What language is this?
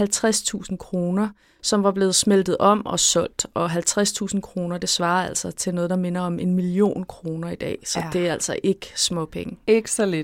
Danish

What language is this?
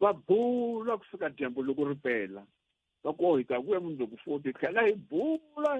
Tsonga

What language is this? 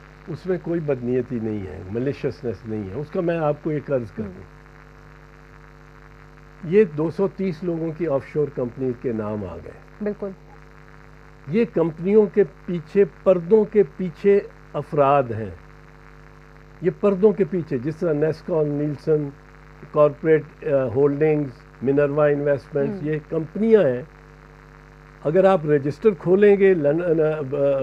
Urdu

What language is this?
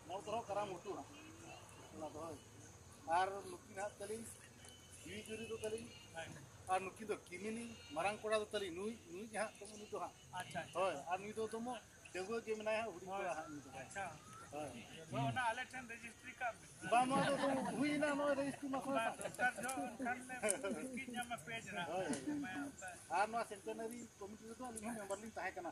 Santali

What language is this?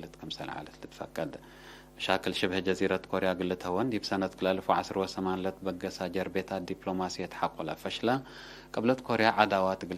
Tigre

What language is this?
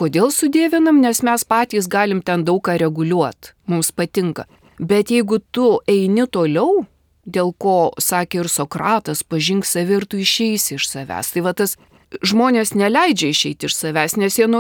Lithuanian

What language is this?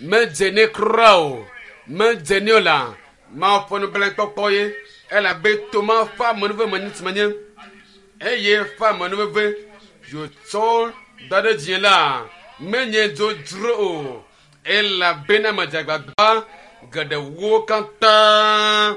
Ewe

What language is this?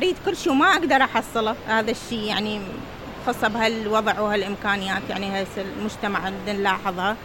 Mesopotamian Arabic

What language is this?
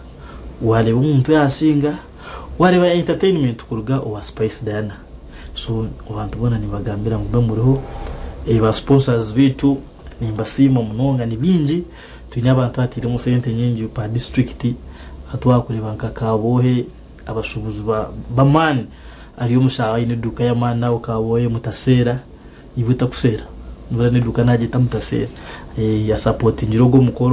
Nyankole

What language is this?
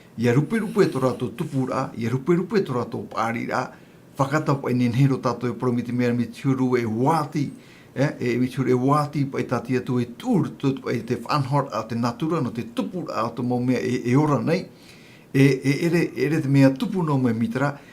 Tahitian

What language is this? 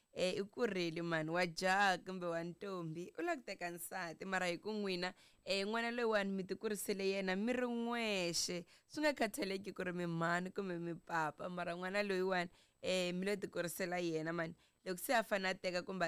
Tsonga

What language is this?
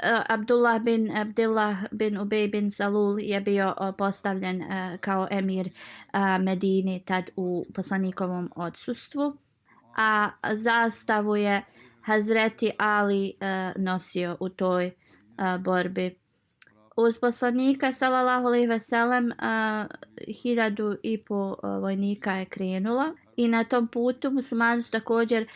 Bosnian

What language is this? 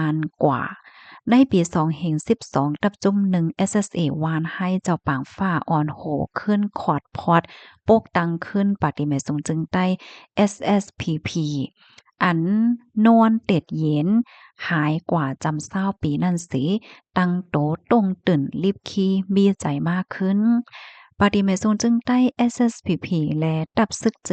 Shan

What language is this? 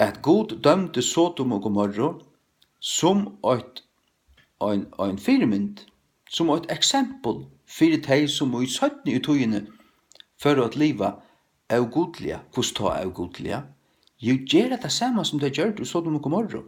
Faroese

